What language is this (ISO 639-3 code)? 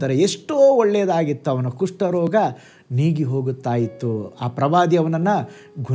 kan